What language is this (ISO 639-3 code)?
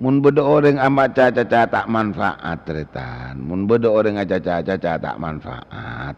mad